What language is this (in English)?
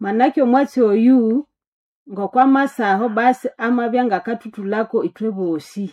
Nande